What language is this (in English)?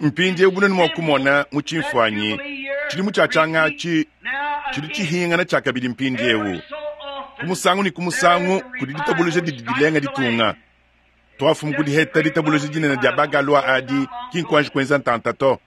Luba-Lulua